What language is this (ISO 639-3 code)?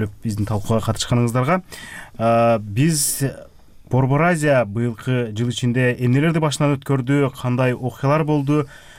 kir